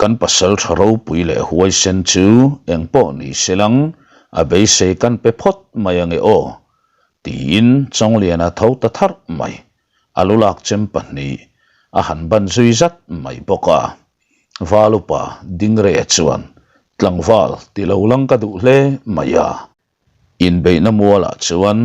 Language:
Mizo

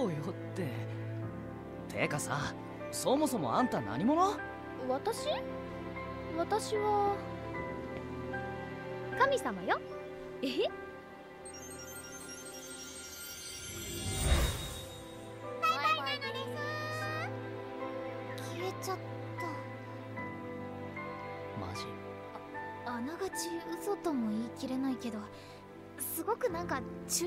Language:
Japanese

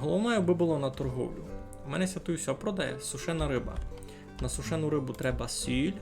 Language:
Rusyn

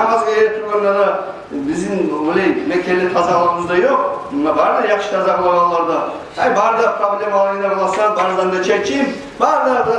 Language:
Kumyk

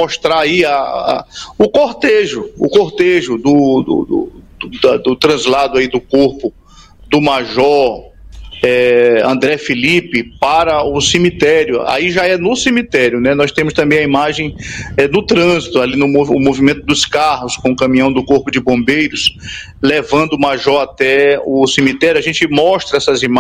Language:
Portuguese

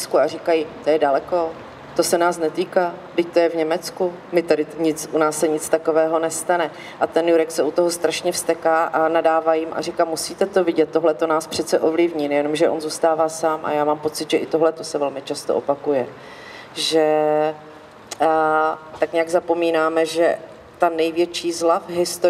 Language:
Czech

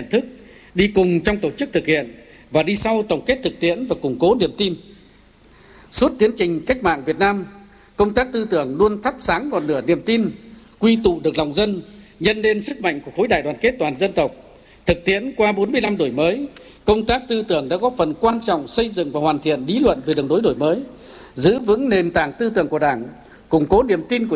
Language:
Vietnamese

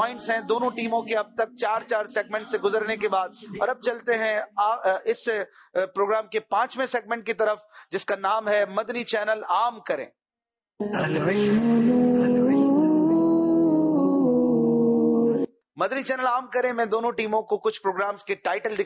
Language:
Urdu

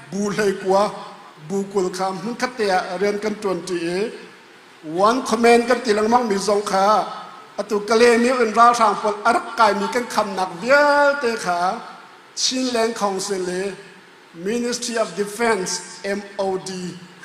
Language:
Hakha Chin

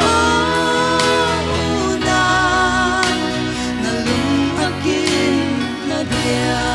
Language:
Paite Chin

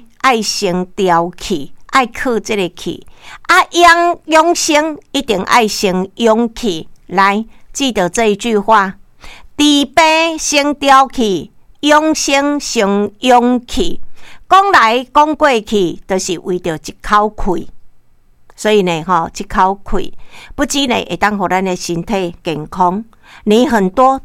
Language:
Min Nan Chinese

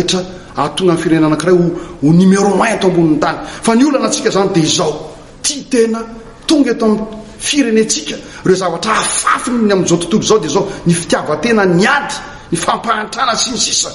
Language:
Malagasy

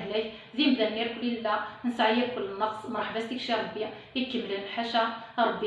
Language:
Kabyle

